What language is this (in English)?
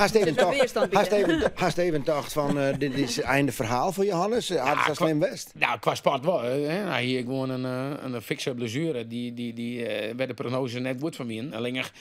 Western Frisian